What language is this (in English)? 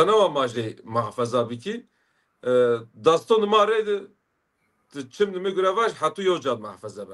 Zaza